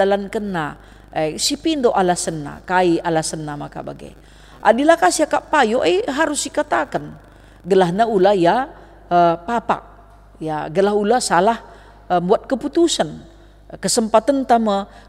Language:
Batak Karo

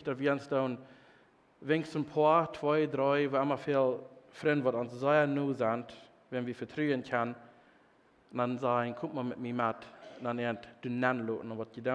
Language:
Plautdietsch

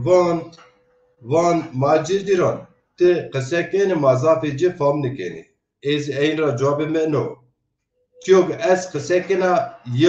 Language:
Zaza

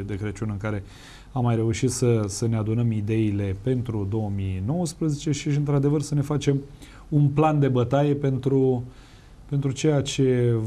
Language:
Romanian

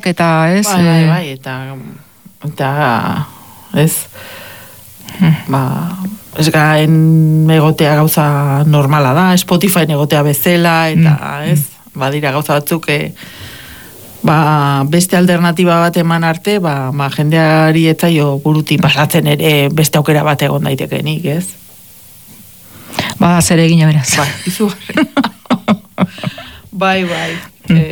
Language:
Basque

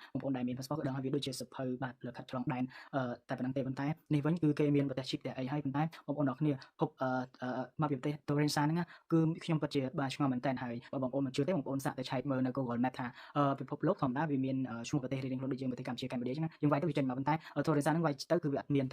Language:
Khmer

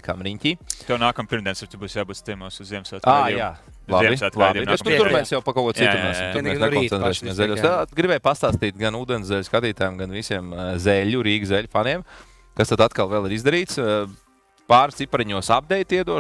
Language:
Latvian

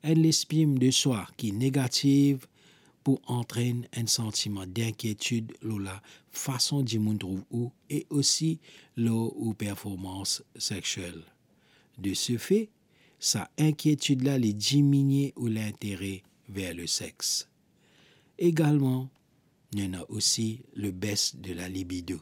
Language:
Morisyen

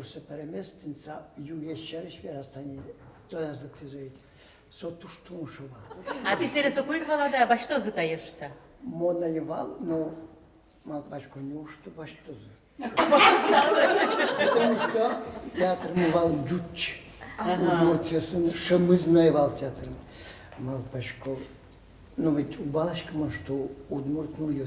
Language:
Udmurt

